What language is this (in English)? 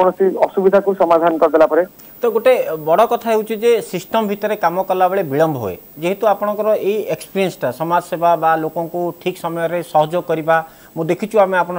Odia